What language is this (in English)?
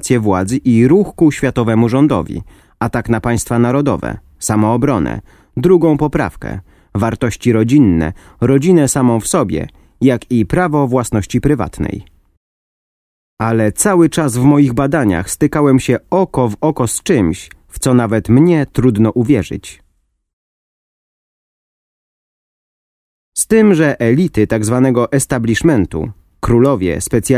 Polish